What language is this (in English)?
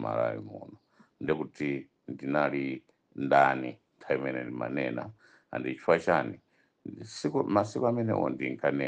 Nyanja